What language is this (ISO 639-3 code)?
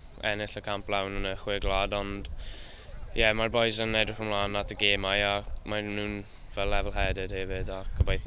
cym